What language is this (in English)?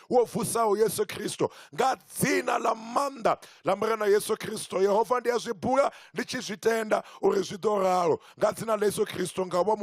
Venda